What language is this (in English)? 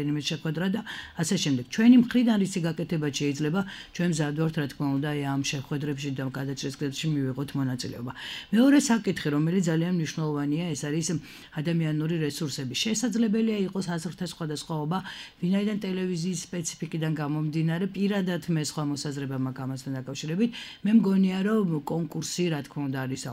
Georgian